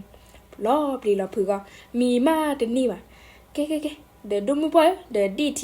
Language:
S'gaw Karen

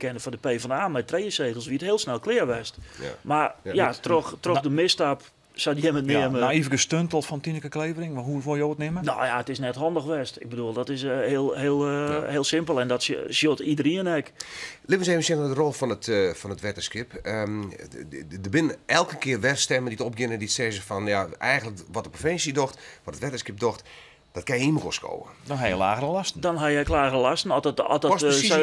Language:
Western Frisian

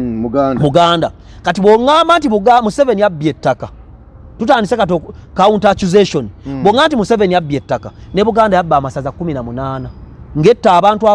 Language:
Ganda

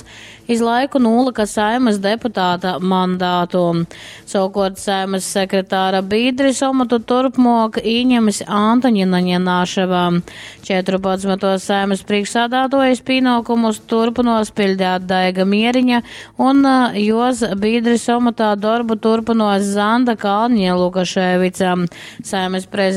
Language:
Latgalian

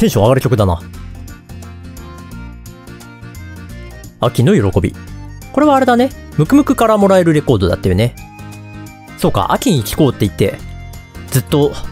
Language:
Japanese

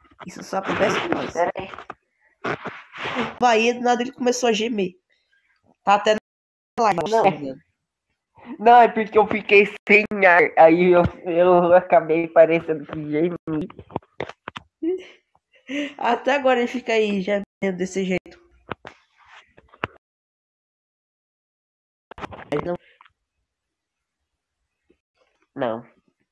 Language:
Portuguese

